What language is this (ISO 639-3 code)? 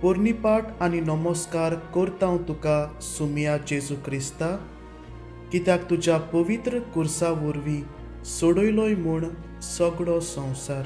kok